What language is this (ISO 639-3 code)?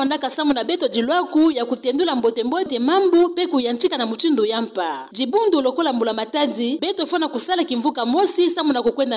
ktu